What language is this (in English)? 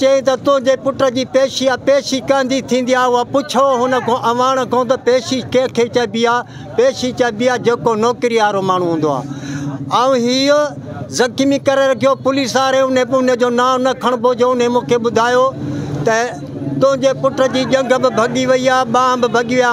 Sindhi